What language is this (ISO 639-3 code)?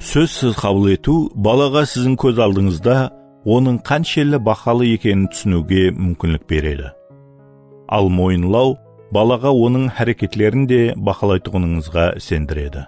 kaa